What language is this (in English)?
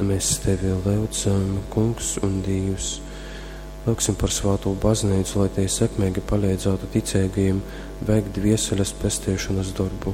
Latgalian